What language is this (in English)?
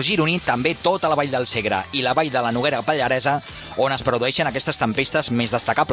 Catalan